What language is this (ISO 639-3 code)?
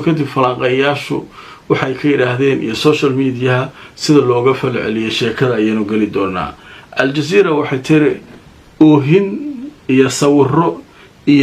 som